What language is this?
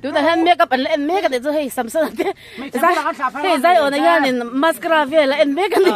Mizo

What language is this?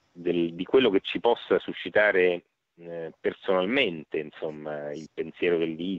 Italian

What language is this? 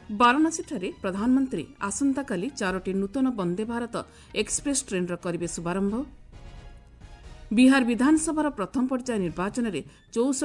Odia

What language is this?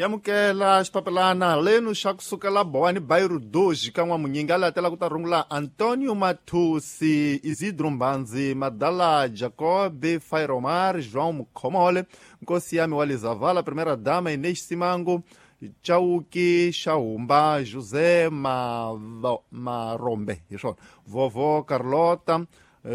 Tsonga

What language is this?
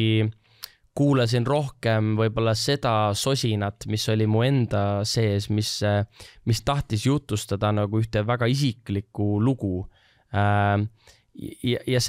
Estonian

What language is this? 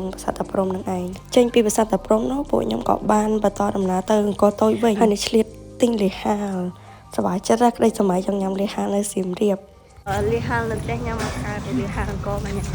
Khmer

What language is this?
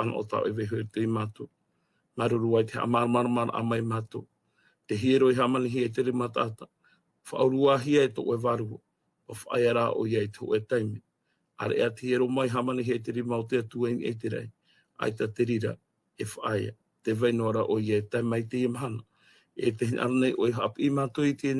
Tahitian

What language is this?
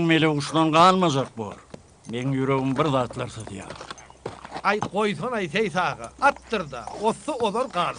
Turkmen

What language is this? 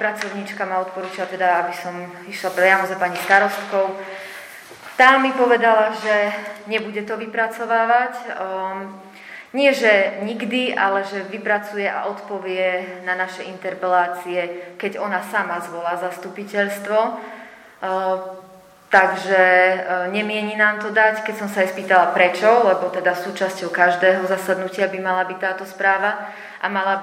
Slovak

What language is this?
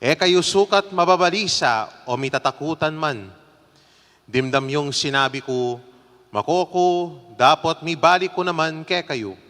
Pampanga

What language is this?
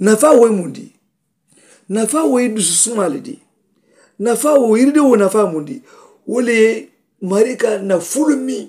Mandingo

